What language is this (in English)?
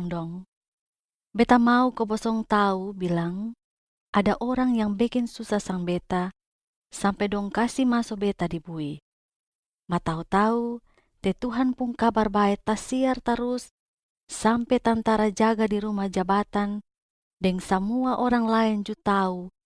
Kupang Malay